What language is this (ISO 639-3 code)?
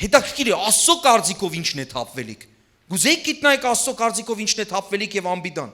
hyw